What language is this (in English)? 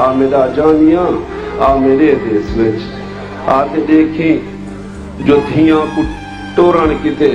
Saraiki